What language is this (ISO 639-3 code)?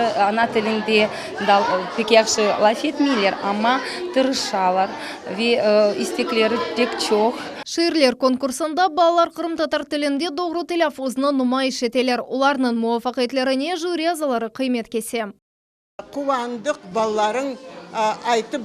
crh